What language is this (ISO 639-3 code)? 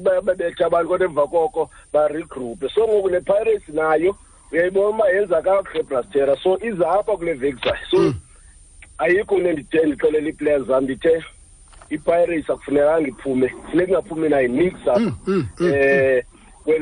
xho